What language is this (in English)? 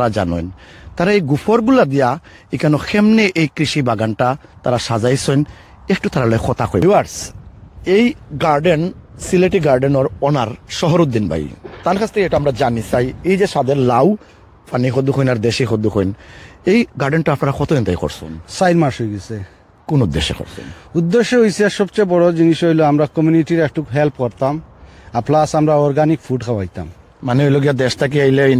Sylheti